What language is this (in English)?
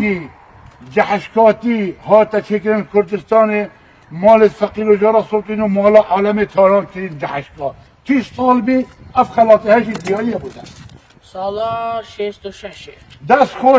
Kurdish